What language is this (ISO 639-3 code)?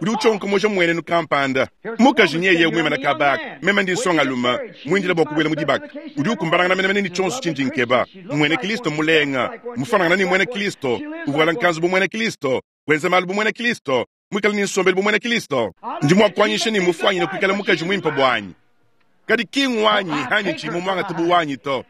lua